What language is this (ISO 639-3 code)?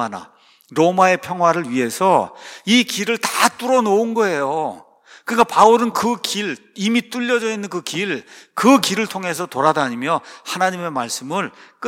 kor